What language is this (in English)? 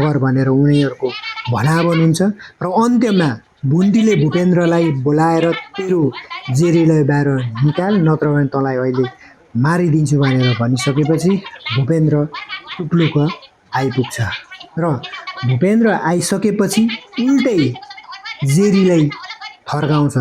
Nepali